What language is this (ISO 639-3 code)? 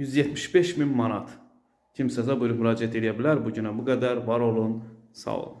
aze